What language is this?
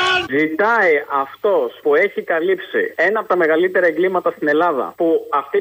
Greek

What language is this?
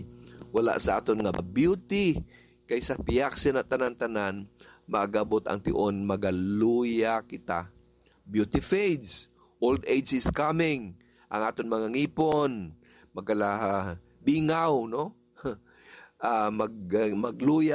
Hiligaynon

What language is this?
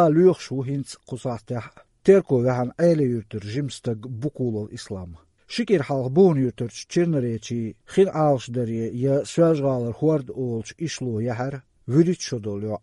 Chechen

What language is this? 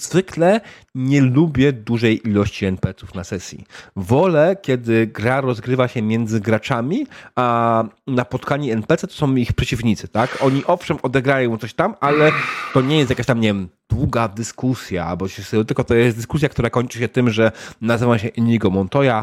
Polish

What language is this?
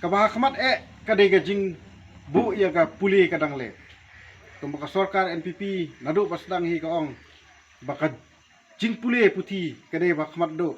Khasi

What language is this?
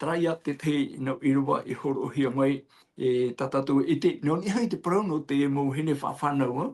Tahitian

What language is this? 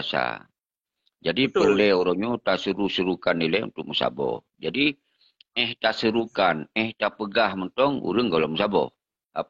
Achinese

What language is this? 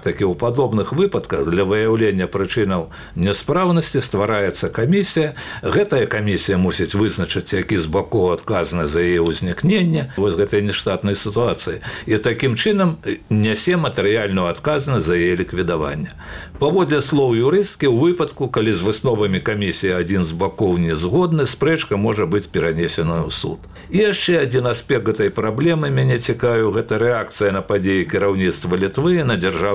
Belarusian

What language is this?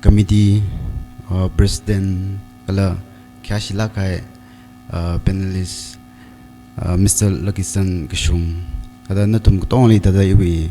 Tangkhul Naga (India)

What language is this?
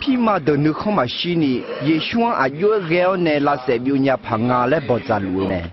Akha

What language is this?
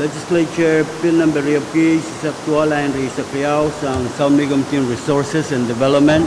Pohnpeian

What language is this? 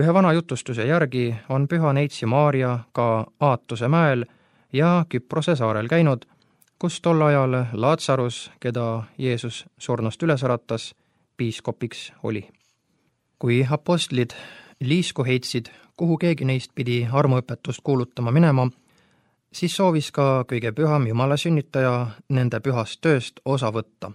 Estonian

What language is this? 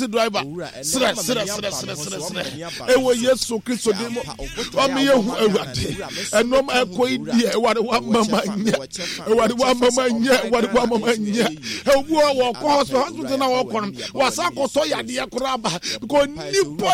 Akan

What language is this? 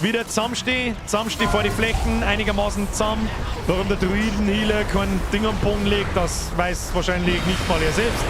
Bavarian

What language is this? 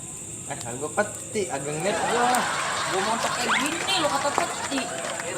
Betawi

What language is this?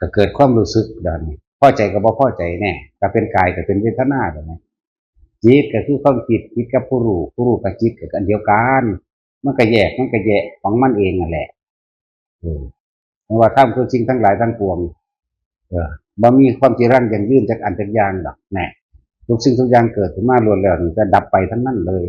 Northeastern Thai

